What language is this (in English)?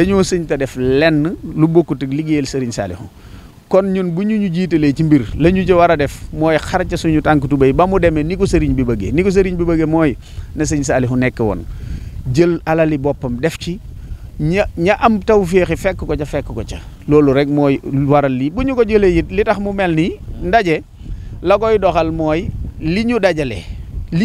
Wolof